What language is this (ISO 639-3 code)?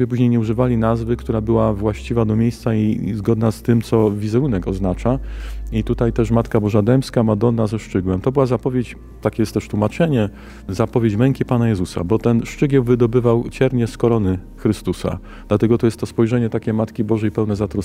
pol